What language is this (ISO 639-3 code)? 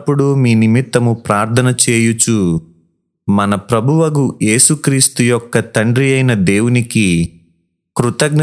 tel